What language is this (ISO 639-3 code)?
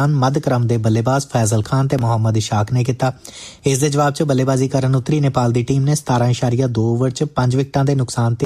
pan